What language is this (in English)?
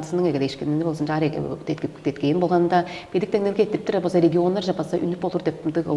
Tuvinian